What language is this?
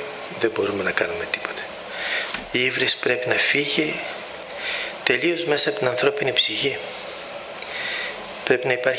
Greek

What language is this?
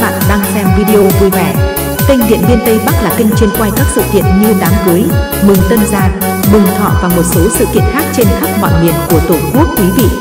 Vietnamese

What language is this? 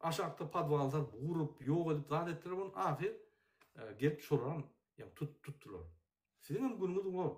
Turkmen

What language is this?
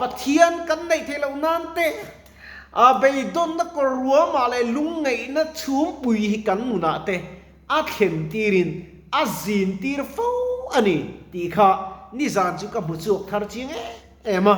Mizo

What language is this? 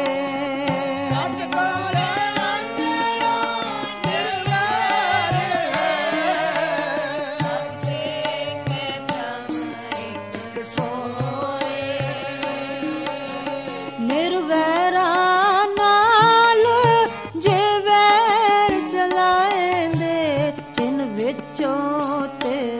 Punjabi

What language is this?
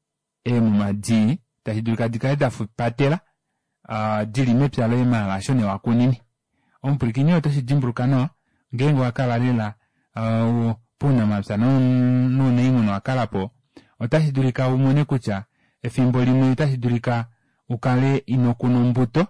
Kuanyama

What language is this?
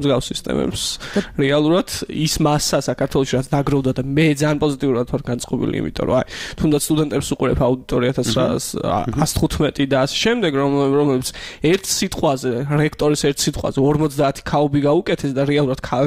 Georgian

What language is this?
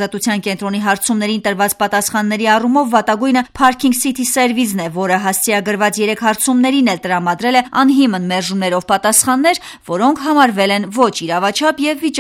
Armenian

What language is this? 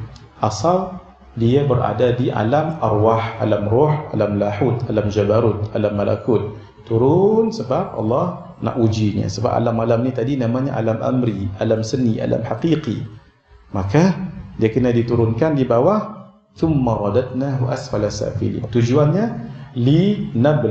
Malay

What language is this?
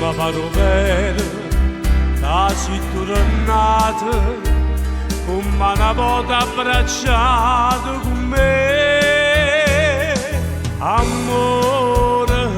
Neapolitan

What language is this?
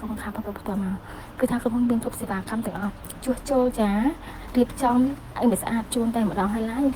Khmer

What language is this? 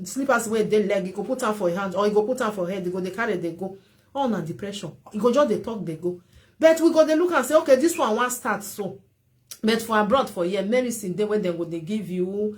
Nigerian Pidgin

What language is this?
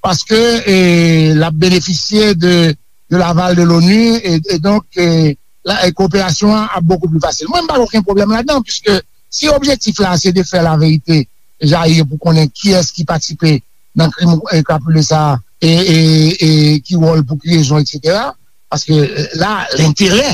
Haitian Creole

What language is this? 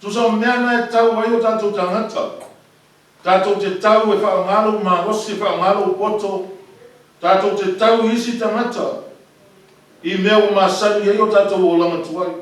Samoan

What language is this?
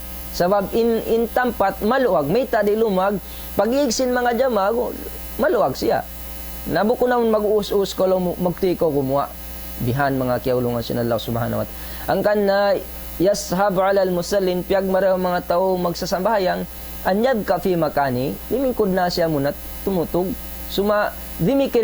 Tausug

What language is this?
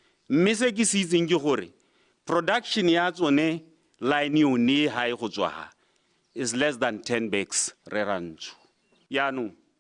Tswana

